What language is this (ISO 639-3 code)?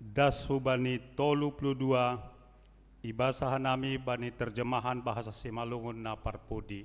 bts